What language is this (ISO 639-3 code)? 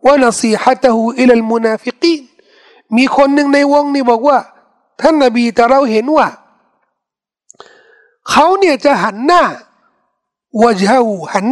tha